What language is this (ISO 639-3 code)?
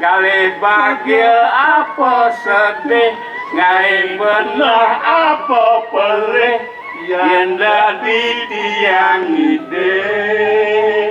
ban